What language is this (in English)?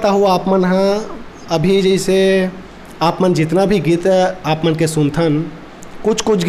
Chhattisgarhi